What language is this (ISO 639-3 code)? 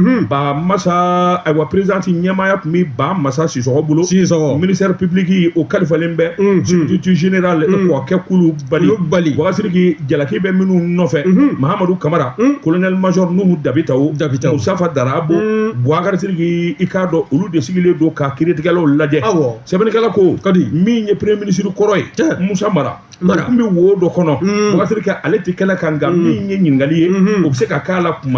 bam